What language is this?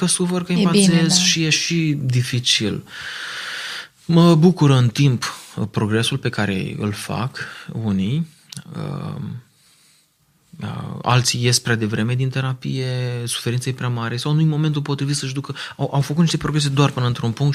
Romanian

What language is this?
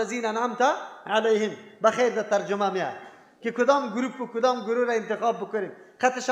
Persian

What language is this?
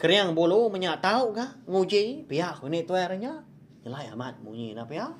Iban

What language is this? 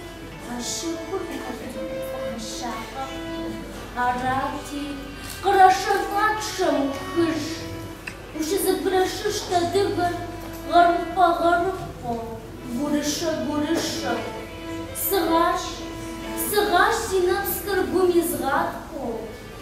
Kabardian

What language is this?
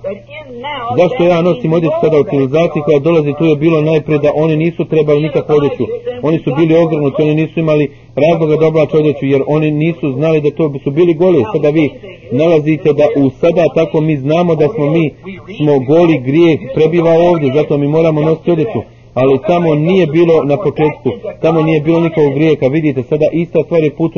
Croatian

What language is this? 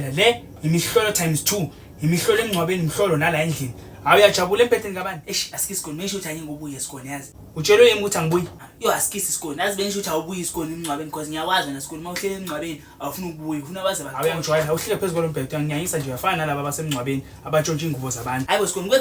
Zulu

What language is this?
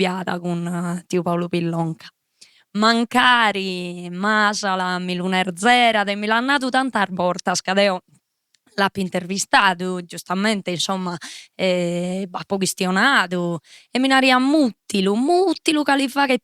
Sardinian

